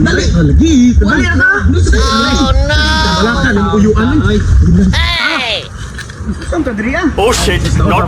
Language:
Cebuano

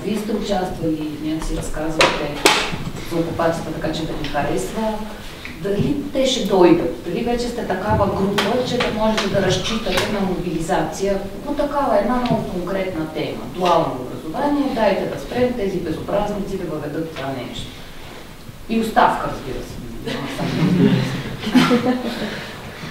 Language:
Bulgarian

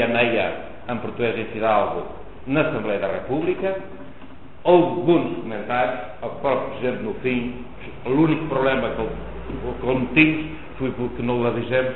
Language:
Mirandese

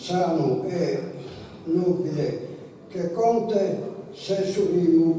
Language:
Sardinian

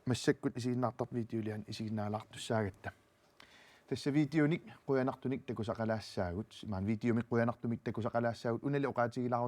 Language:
Kalaallisut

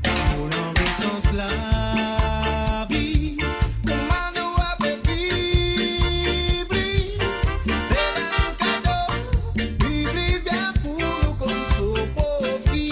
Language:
Morisyen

